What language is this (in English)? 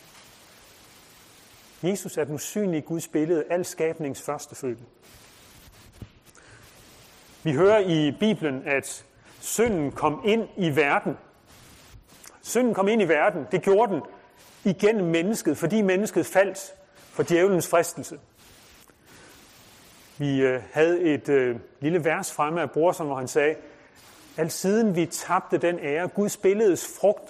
Danish